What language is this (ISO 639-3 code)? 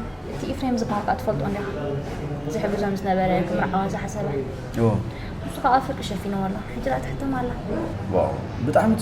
tir